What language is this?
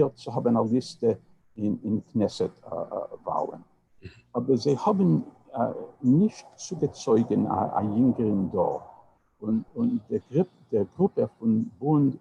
Yiddish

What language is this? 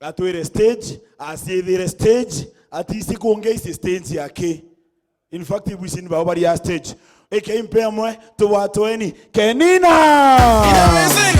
Meru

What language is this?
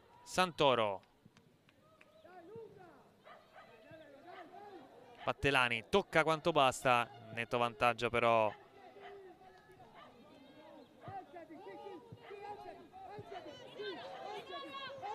Italian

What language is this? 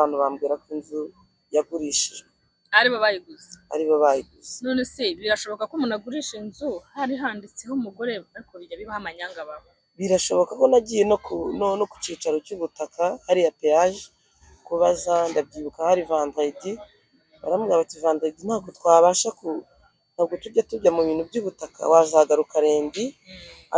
Kinyarwanda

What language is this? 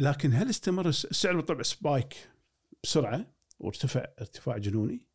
Gulf Arabic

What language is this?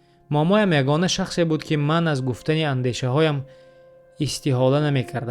Tajik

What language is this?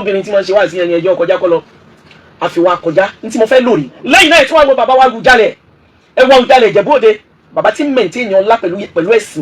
Yoruba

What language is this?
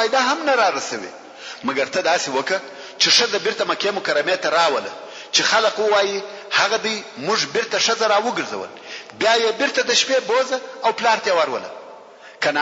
Pashto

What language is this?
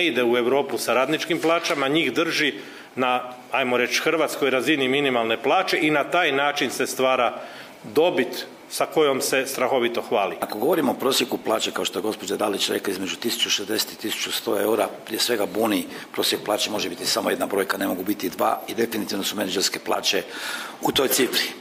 Croatian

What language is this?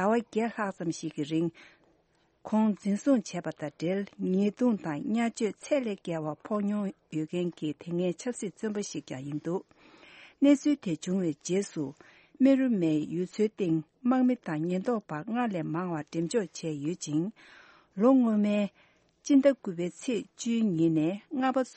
Tibetan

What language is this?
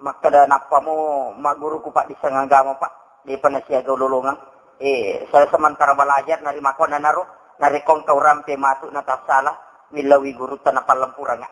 Buginese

